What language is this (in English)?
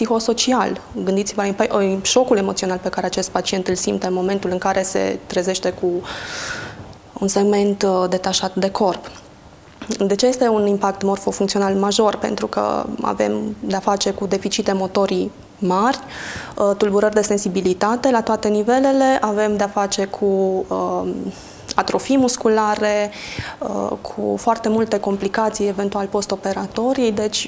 Romanian